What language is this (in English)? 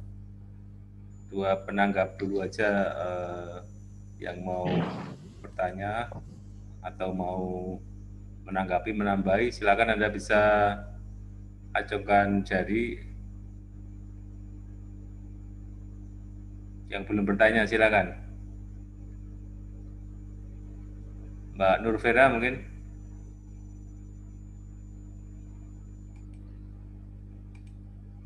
Indonesian